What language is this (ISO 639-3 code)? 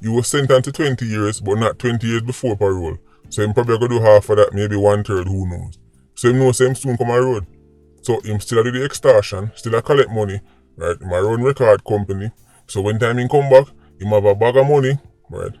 jam